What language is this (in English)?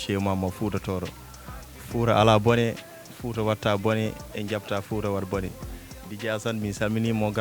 Fula